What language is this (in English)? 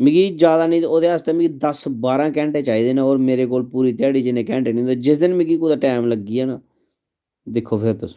Dogri